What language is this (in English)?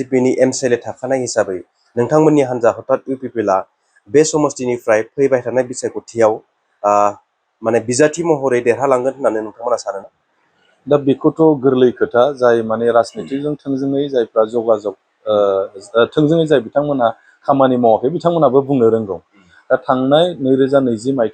Bodo